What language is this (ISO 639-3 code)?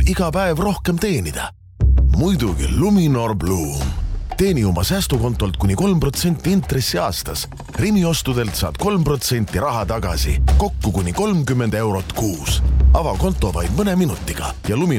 est